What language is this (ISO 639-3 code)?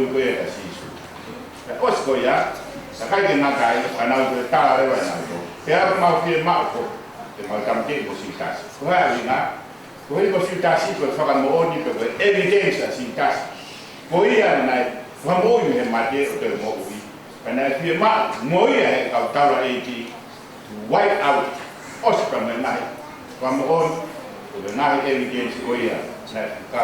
ton